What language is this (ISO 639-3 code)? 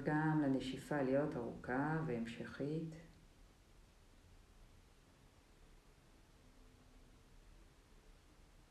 heb